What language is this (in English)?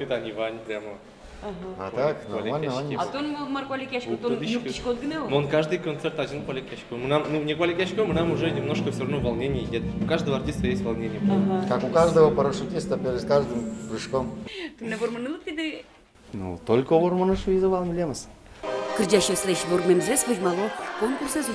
Udmurt